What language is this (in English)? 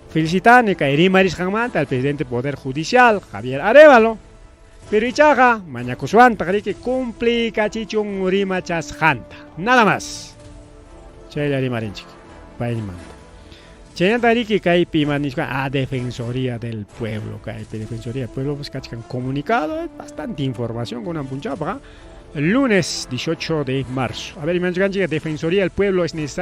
Ayacucho Quechua